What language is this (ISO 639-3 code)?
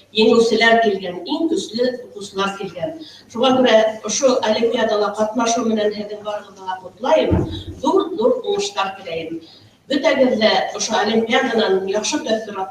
bak